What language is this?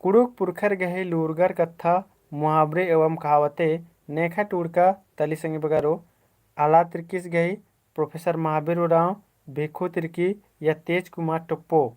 Kurukh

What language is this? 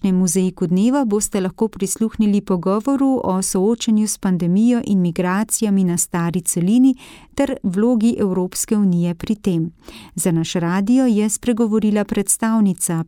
Slovenian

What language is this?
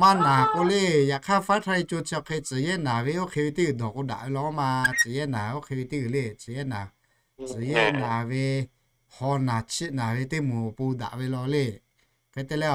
Lahu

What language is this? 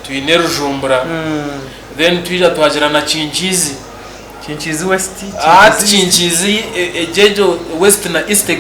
Nyankole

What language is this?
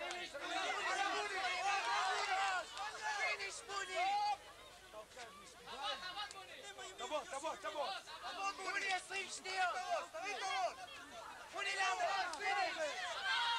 Hebrew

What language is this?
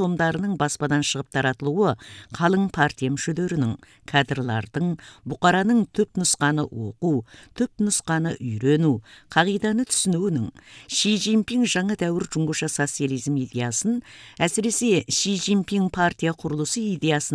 Kazakh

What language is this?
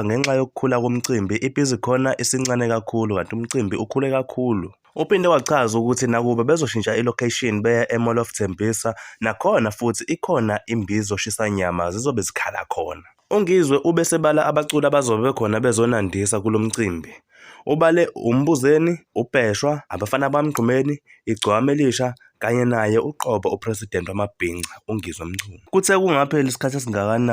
Zulu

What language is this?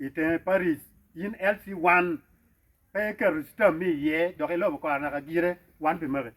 Acoli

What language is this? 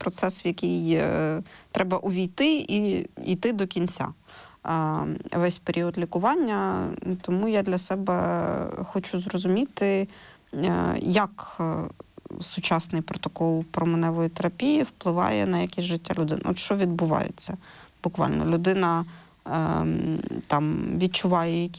Ukrainian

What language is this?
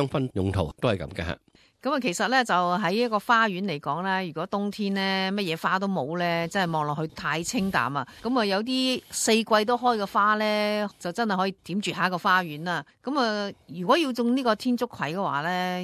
Cantonese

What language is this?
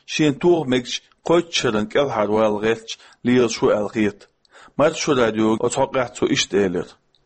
Chechen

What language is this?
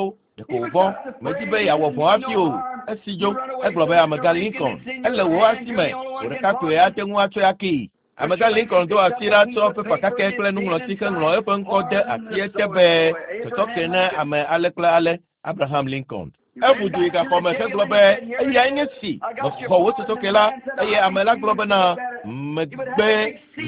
Ewe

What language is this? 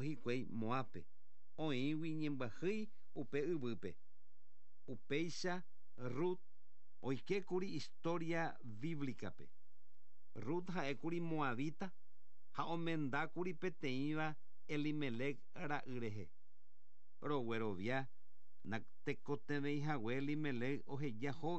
Guarani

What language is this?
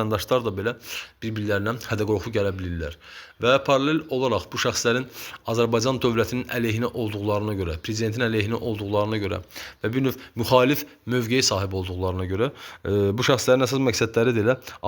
Azerbaijani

